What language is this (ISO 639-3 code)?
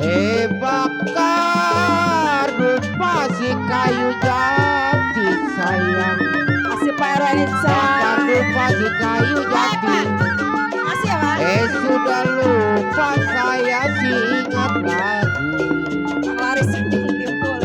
bew